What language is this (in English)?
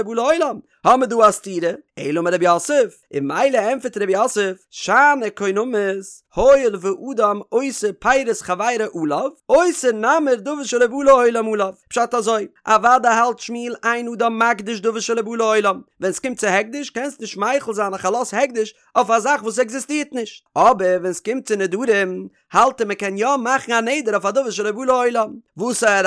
Yiddish